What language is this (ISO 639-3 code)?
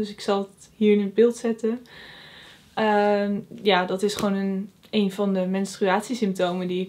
nld